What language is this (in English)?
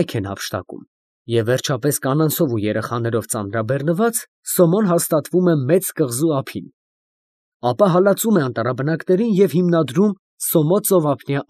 Armenian